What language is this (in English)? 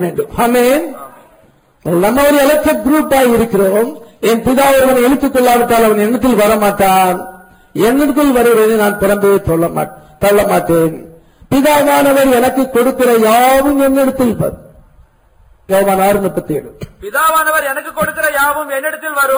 Tamil